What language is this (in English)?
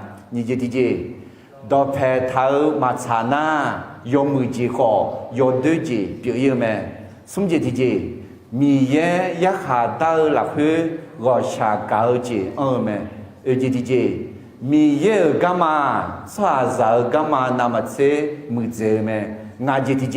Akha